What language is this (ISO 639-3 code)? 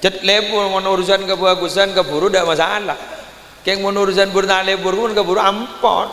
mad